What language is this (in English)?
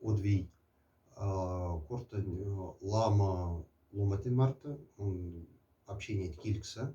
Moksha